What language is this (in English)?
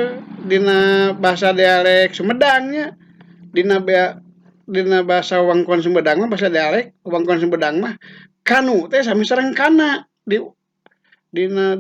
Sundanese